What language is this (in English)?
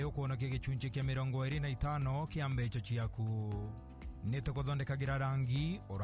Meru